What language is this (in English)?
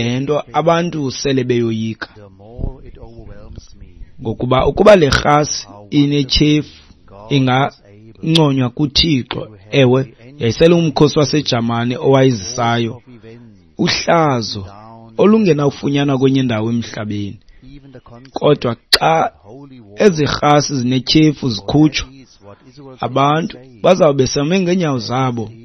Xhosa